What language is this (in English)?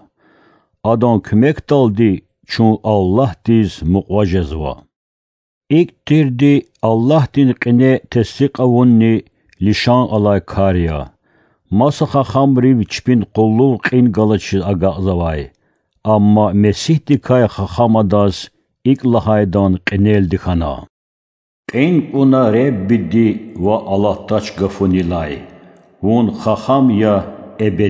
Lezghian